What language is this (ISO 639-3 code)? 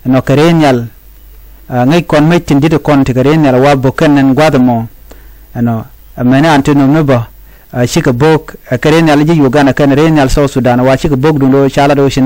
nus